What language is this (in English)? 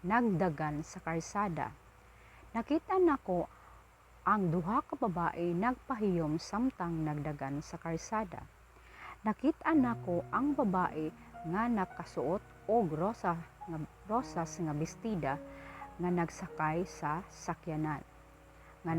Cebuano